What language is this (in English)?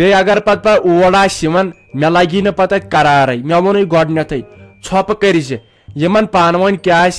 Kashmiri